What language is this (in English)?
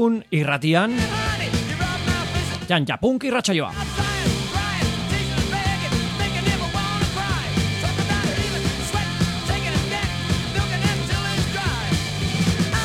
Basque